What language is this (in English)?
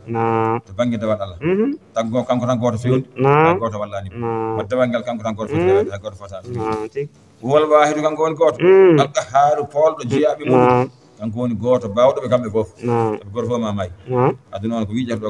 Fula